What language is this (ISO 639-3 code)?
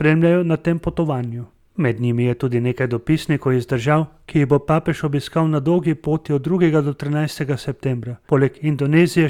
slv